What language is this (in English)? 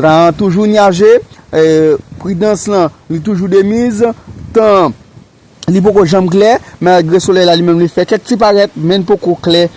Haitian Creole